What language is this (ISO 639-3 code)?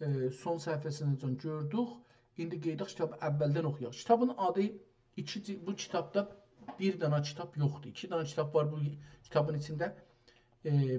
azb